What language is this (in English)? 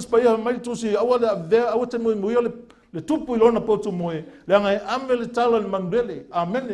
Samoan